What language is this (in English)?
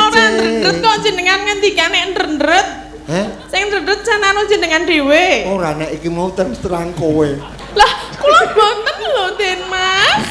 Javanese